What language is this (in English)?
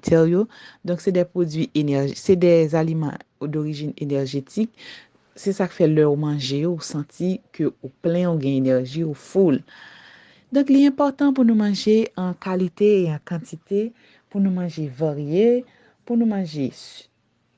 Haitian Creole